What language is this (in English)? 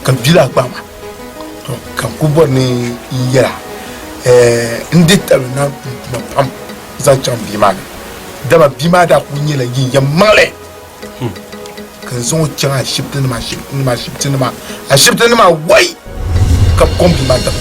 Dagbani